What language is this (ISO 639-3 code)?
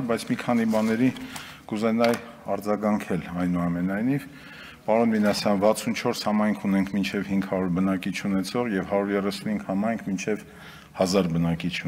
hye